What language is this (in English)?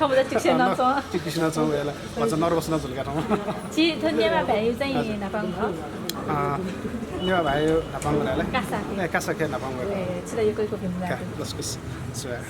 Newari